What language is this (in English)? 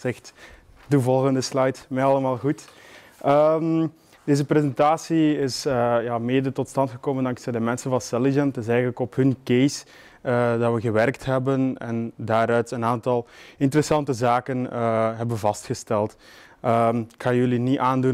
Dutch